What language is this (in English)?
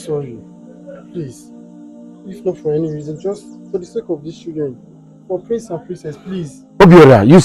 Nigerian Pidgin